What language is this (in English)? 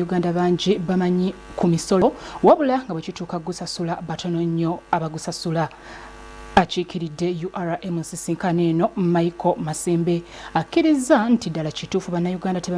Ganda